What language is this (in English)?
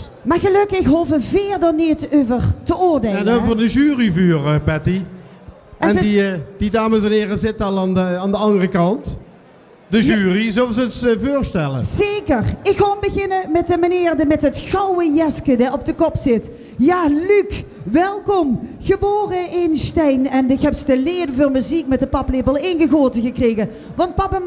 Limburgish